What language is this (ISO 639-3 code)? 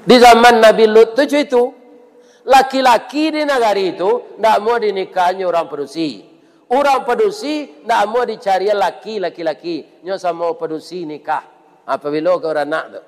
min